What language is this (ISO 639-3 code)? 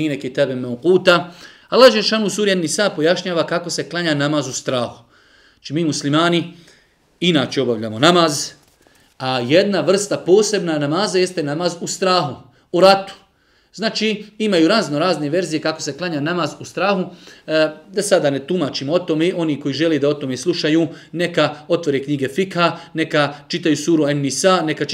bos